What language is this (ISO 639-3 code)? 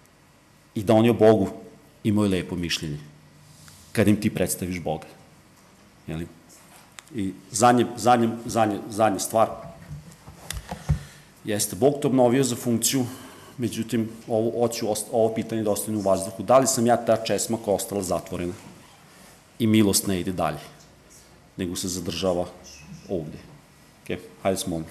srp